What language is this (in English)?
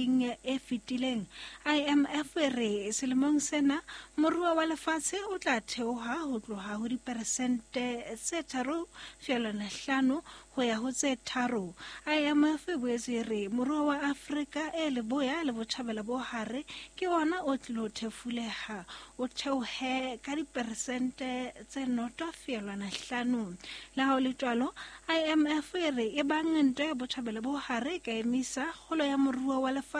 Southern Sotho